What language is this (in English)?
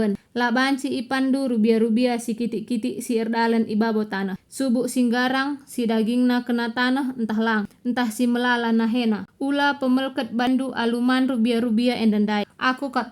Batak Karo